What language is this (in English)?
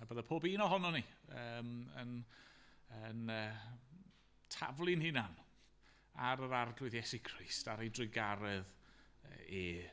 Welsh